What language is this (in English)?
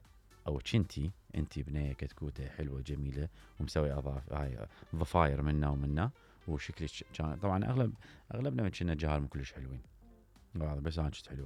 Mesopotamian Arabic